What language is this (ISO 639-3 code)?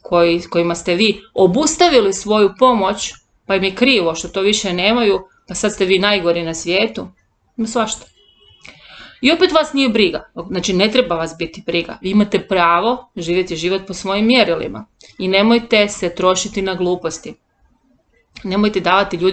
hrv